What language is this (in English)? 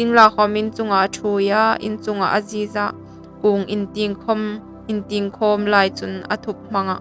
Hmar